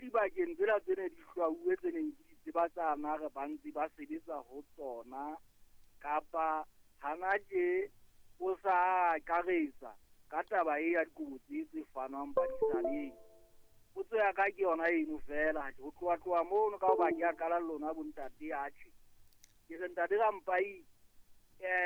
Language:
Southern Sotho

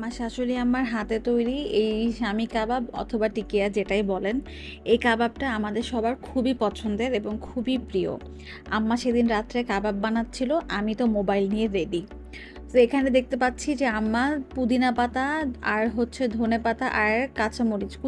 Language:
Bangla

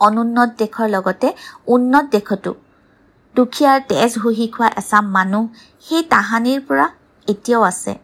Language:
Assamese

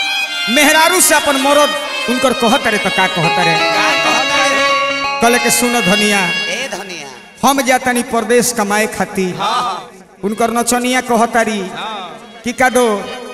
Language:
Bhojpuri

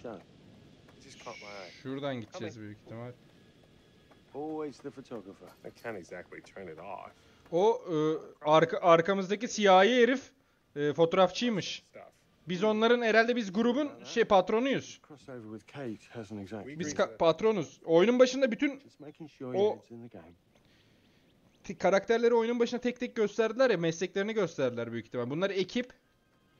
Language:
Turkish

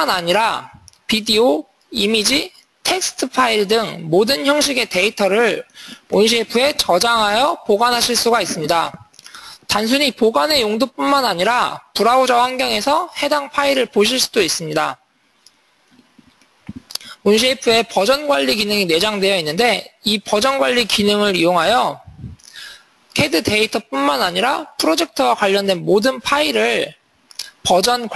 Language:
Korean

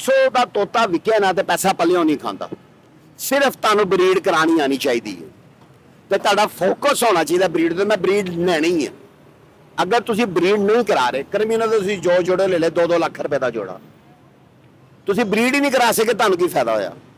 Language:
Punjabi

